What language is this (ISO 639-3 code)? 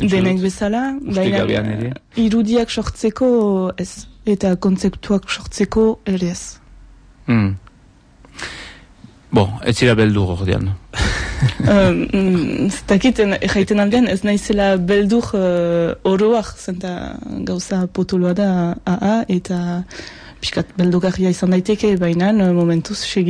eus